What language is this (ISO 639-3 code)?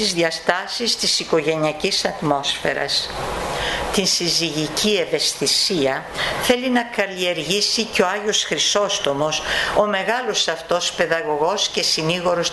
ell